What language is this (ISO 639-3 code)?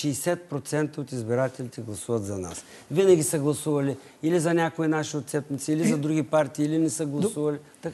bul